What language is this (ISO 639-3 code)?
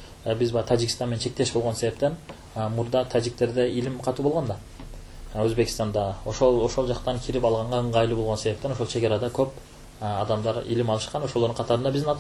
kir